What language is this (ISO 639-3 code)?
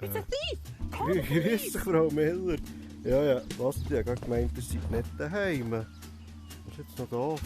gsw